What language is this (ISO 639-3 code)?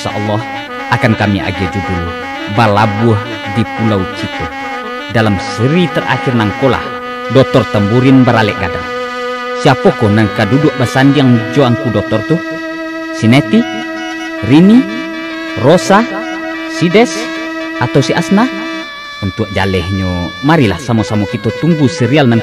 min